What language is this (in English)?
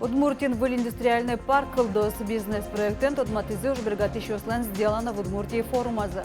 Udmurt